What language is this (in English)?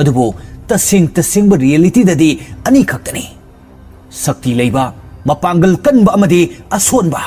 Manipuri